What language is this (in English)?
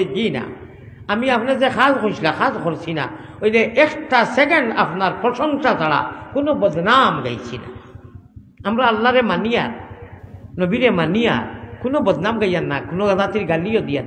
Sylheti